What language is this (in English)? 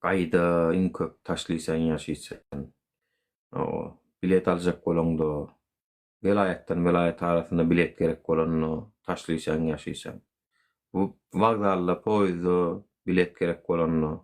Turkmen